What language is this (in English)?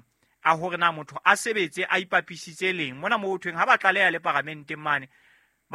Southern Sotho